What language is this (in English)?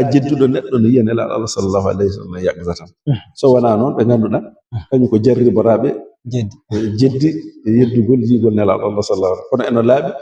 Fula